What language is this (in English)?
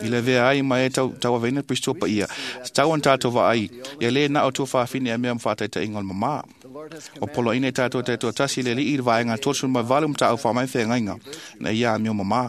Samoan